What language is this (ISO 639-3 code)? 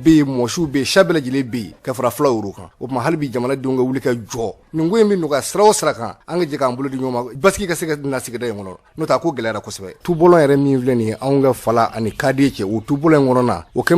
bam